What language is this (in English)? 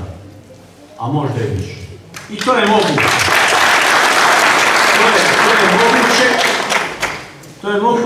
Croatian